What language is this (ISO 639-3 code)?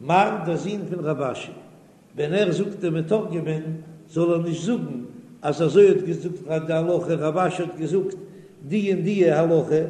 yid